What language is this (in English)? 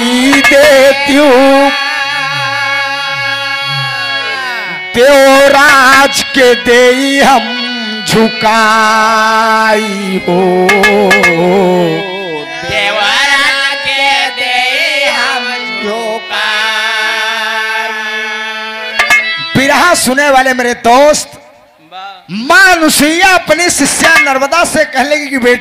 Bhojpuri